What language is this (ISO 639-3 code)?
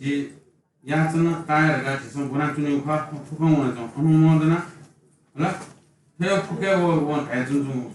new